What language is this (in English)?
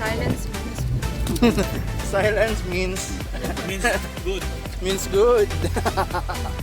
Cebuano